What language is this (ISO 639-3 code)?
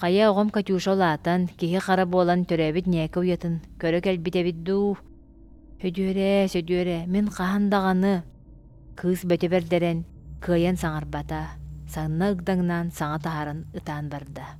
sah